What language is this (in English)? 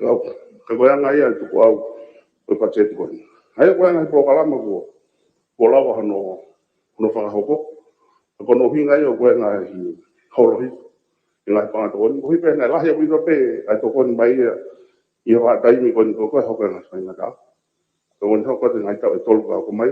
Tongan